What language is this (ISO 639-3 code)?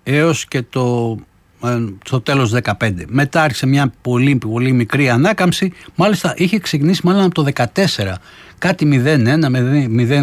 ell